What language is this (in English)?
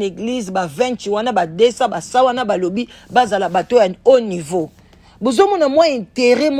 Lingala